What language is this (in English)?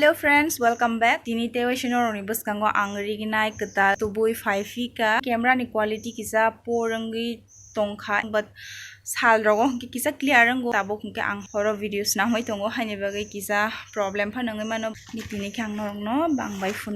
Kok Borok